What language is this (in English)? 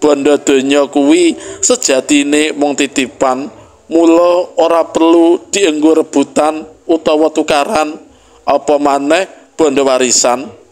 Javanese